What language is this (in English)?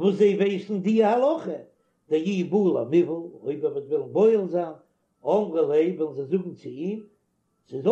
Yiddish